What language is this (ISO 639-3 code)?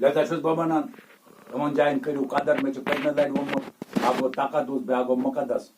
kas